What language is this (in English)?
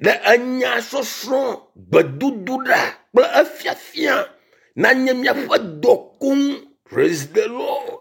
Ewe